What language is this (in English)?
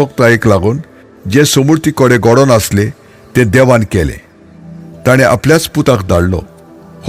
Konkani